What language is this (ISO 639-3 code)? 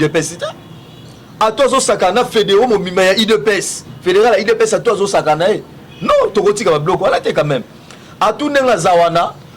lin